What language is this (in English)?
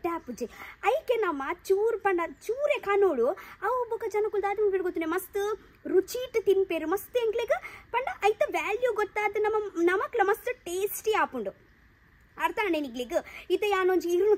Tulu